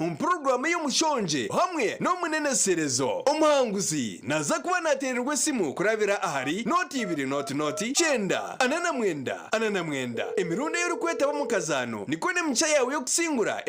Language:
Nyankole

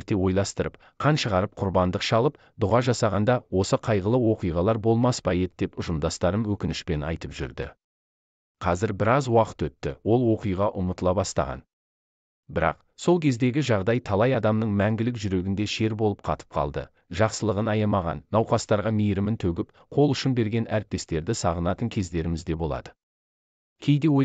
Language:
Kazakh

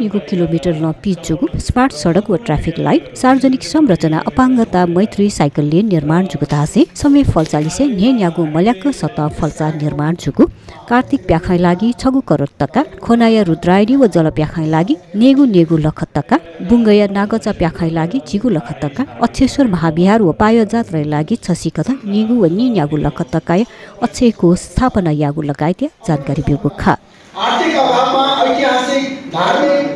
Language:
Newari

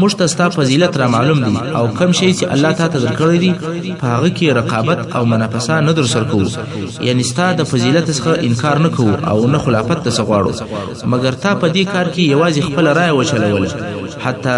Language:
Pashto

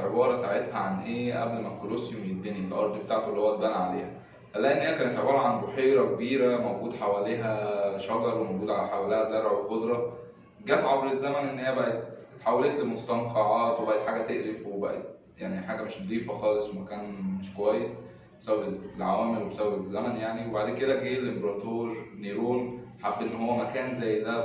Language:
Egyptian Arabic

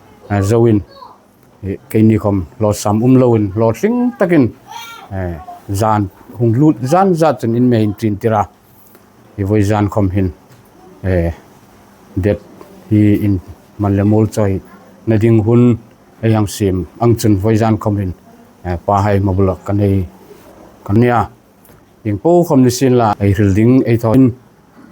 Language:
Hmar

